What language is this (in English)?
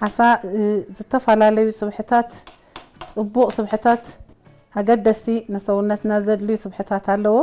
Tigrinya